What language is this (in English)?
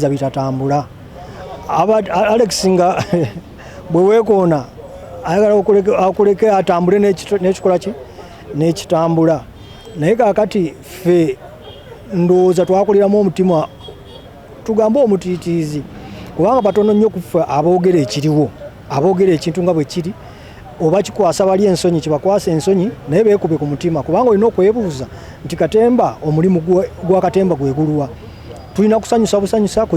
Ganda